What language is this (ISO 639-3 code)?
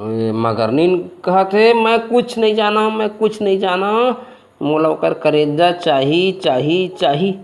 hne